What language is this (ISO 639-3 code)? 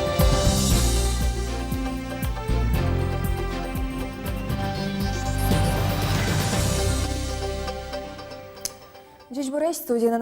udm